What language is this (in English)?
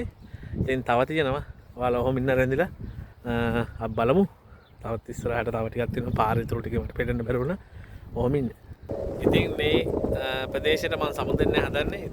Sinhala